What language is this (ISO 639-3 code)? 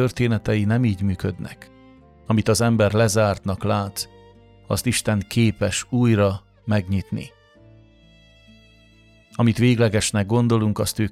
hun